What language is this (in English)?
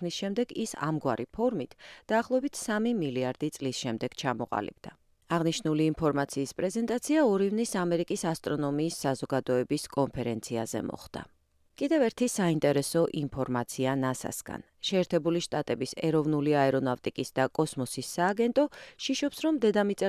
Georgian